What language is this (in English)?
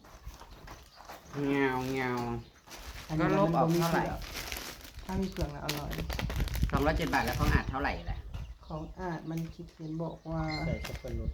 Northeastern Thai